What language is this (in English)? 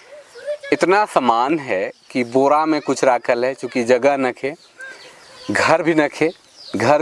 Sadri